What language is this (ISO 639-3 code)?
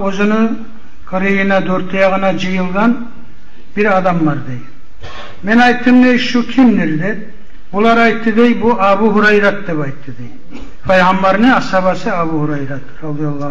kum